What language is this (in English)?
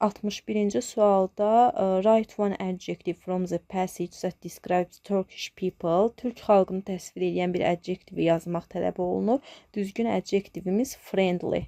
Azerbaijani